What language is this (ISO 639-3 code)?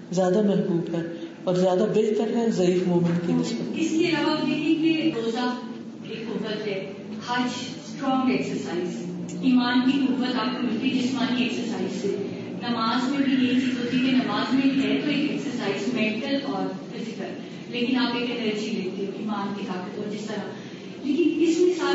urd